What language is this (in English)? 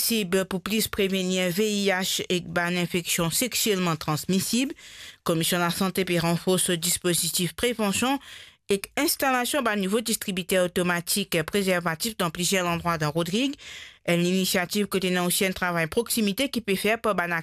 Morisyen